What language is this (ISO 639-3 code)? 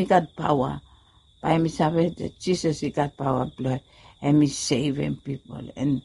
bis